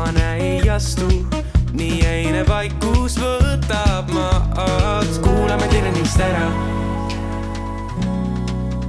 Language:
Estonian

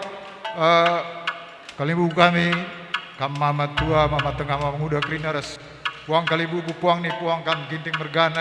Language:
Batak Karo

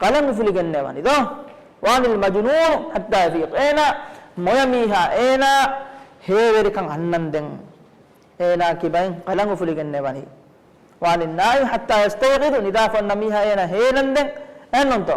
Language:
Divehi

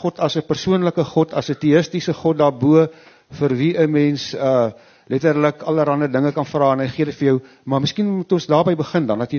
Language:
Afrikaans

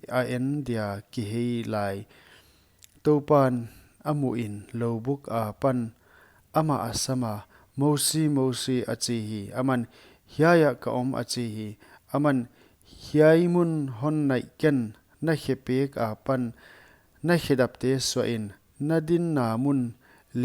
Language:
Paite Chin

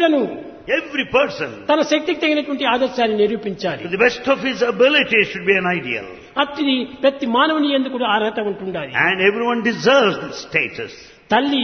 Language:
Telugu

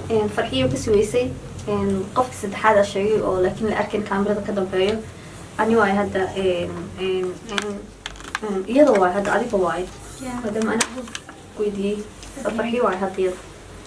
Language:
Somali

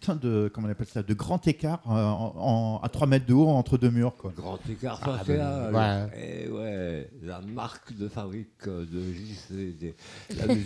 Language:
French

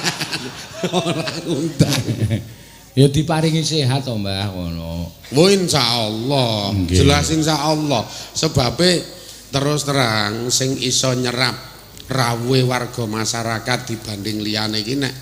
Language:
Javanese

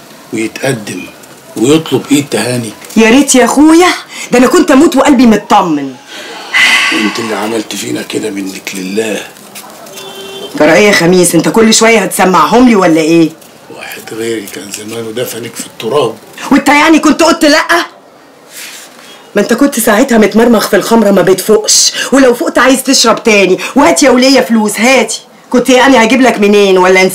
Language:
Egyptian Arabic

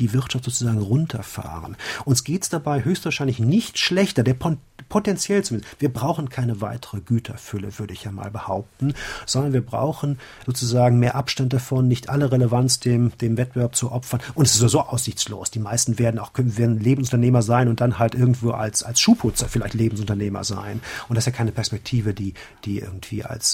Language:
German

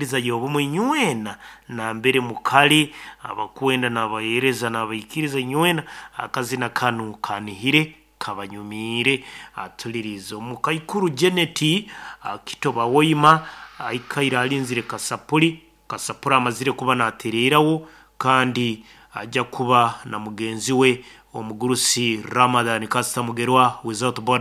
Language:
Nyoro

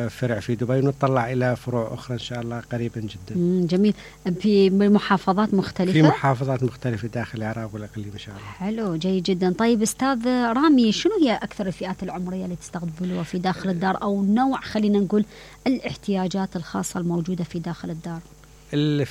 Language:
Mesopotamian Arabic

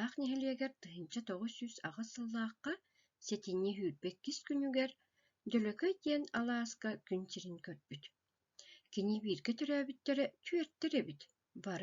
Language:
Yakut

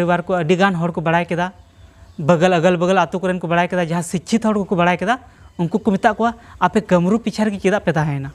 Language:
Santali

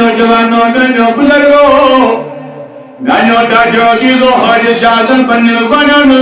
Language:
Kashmiri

